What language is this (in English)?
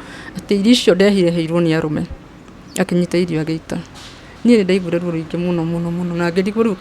Kikuyu